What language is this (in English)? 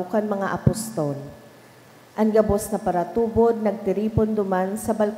Bikol